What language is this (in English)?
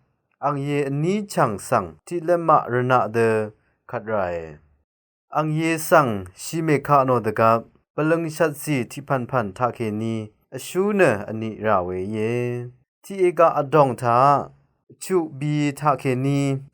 Rawang